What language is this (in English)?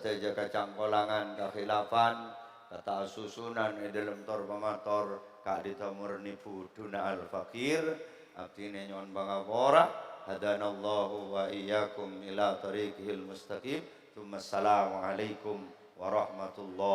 Madurese